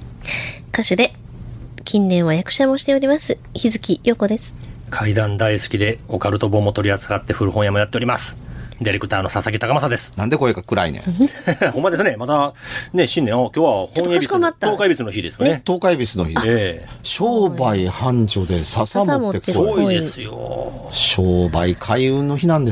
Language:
Japanese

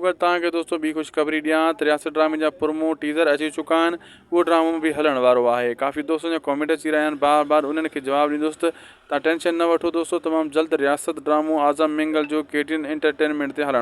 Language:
Sindhi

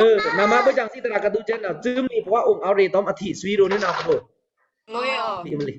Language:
Pa'o Karen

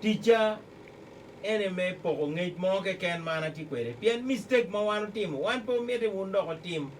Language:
Acoli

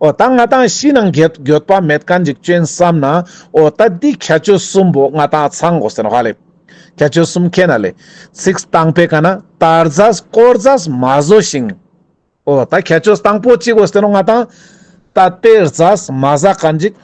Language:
Ladakhi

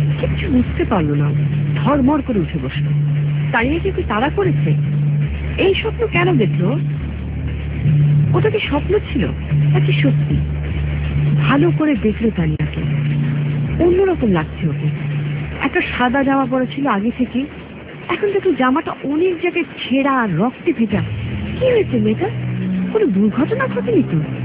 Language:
Bangla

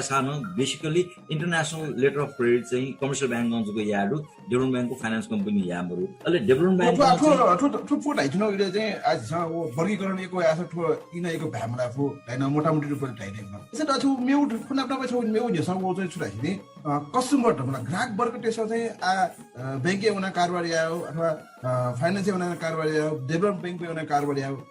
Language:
Newari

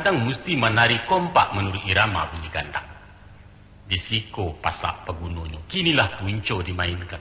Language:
Minangkabau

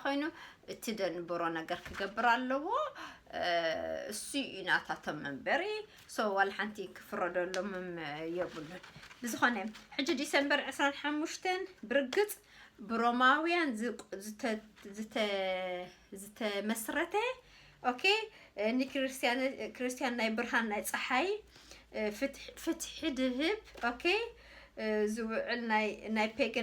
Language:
Tigrinya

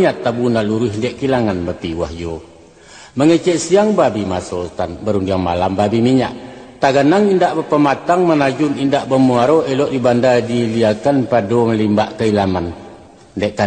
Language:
Minangkabau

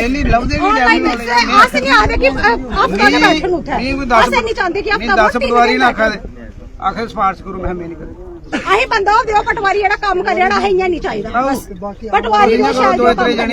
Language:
Dogri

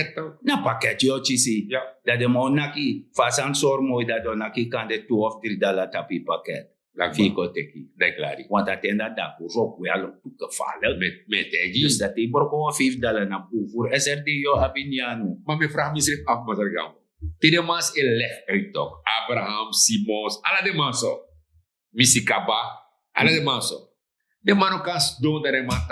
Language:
Sranan Tongo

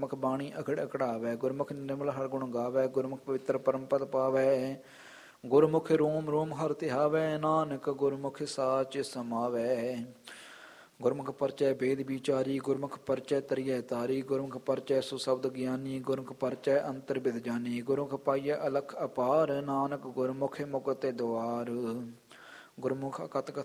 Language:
Punjabi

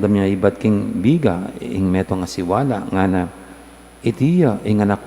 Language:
Pampanga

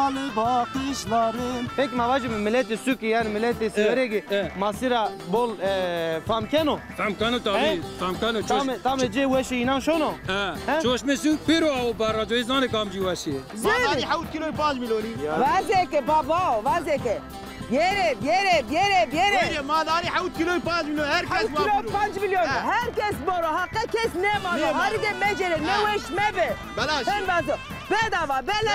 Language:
Zaza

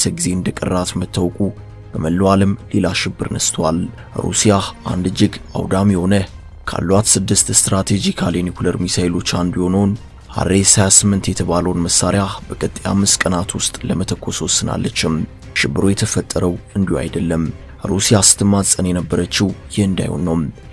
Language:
Amharic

